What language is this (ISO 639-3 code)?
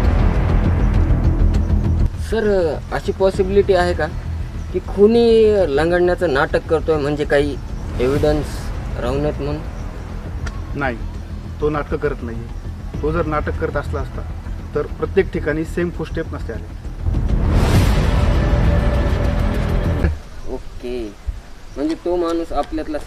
mar